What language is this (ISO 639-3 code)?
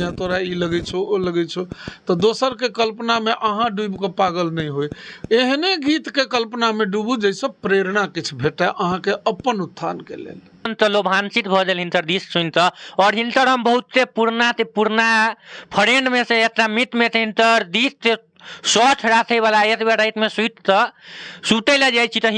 mai